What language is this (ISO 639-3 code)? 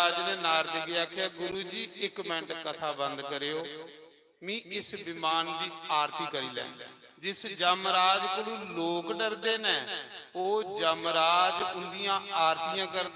doi